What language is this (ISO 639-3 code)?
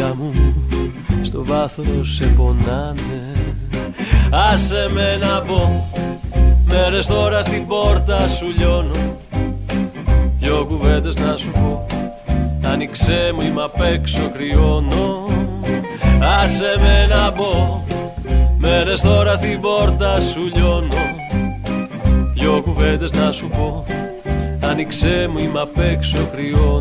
ell